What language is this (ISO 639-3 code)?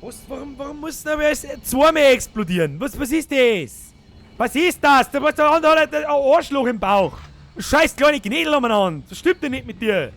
bar